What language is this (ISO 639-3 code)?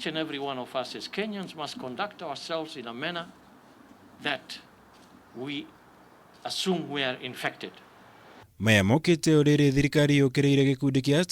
kik